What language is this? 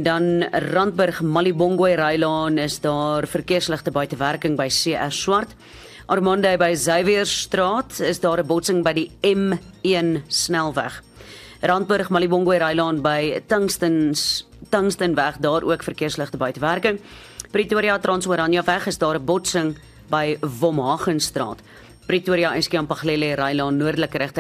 Afrikaans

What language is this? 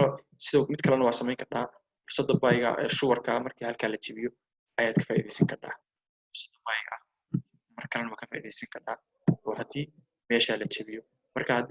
Somali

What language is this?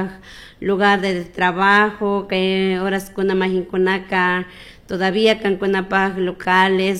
Chimborazo Highland Quichua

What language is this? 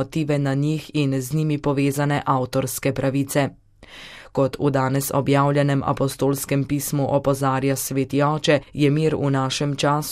Slovenian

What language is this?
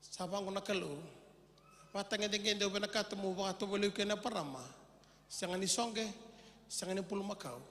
Fijian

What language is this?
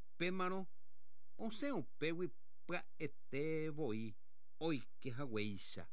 Guarani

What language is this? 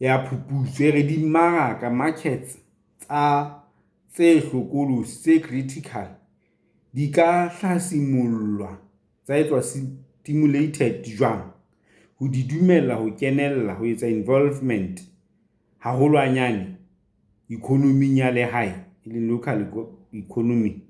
Southern Sotho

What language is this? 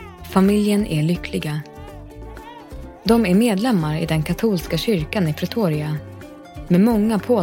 Swedish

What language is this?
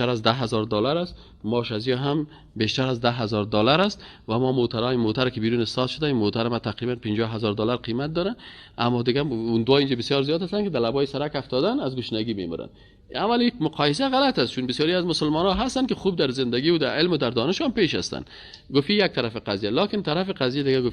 Persian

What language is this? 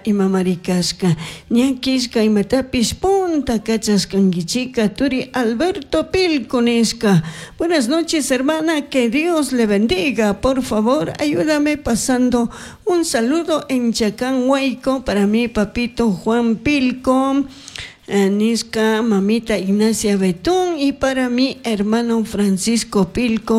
Chimborazo Highland Quichua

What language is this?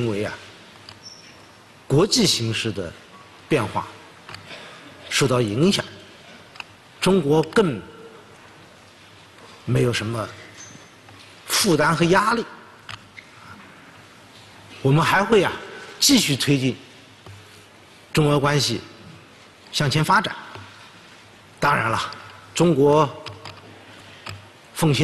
Chinese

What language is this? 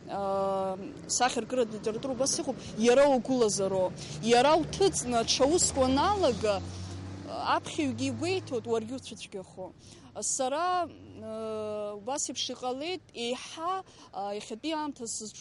Abkhazian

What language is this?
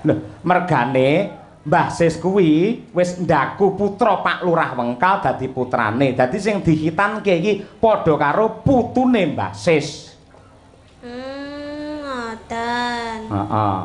Javanese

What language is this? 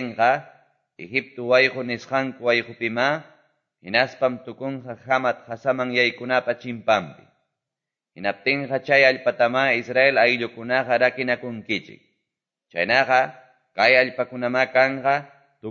Quechua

